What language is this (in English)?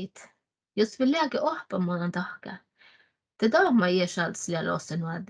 Northern Sami